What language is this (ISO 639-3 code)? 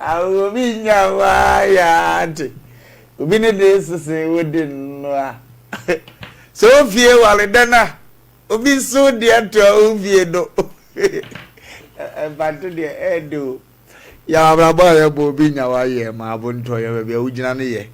aka